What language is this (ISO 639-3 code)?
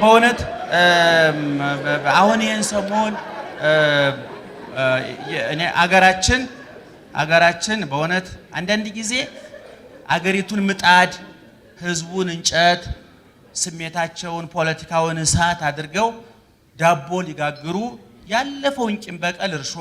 amh